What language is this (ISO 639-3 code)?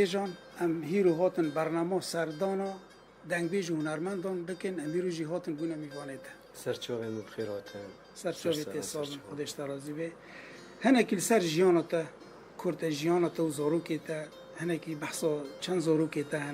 kur